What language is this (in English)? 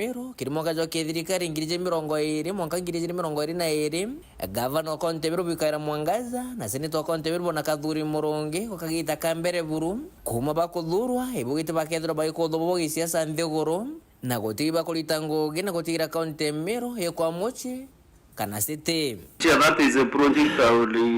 Meru